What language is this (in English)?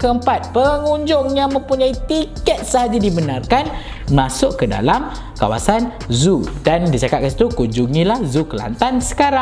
Malay